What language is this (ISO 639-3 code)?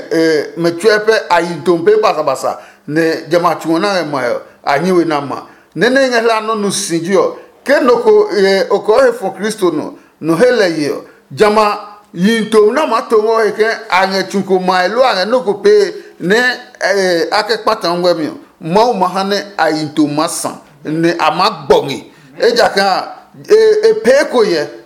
ada